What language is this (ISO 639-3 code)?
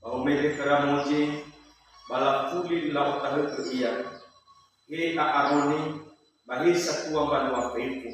nia